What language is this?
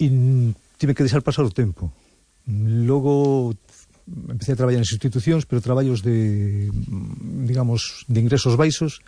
Galician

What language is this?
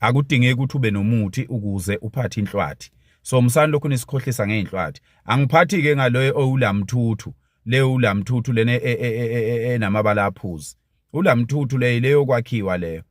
Zulu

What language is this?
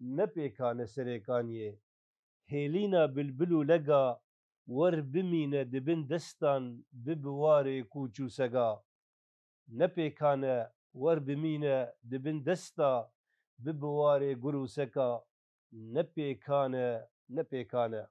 Kurdish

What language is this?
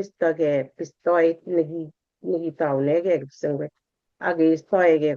Kalenjin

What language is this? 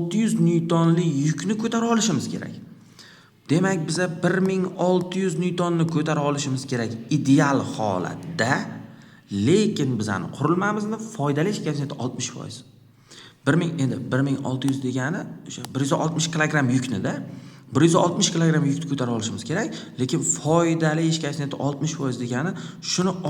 Uzbek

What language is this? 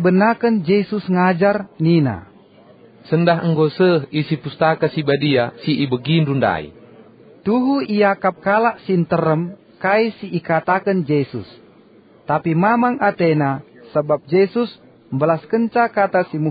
Batak Karo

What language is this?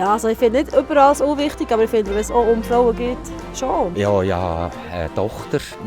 Swiss German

